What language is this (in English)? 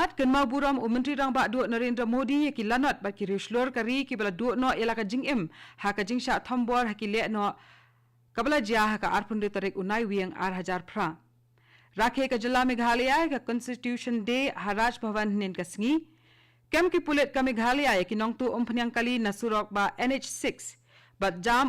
Khasi